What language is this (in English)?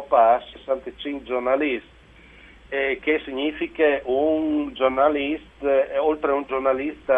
Friulian